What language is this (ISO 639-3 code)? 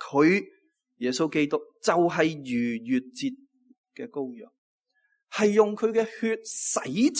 yue